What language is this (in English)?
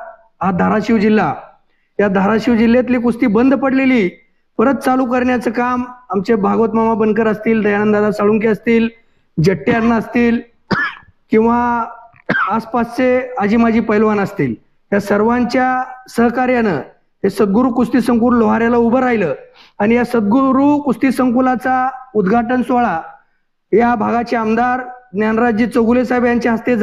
Marathi